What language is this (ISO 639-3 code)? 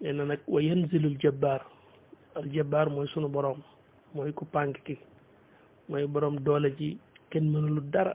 wol